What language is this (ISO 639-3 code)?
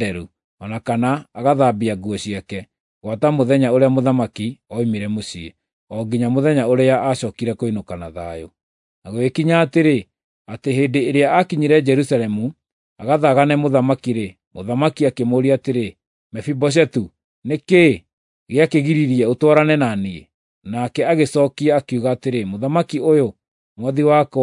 kik